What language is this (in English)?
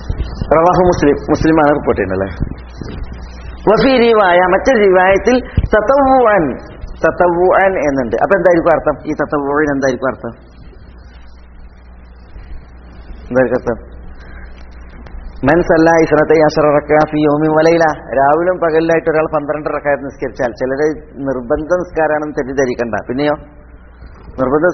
Malayalam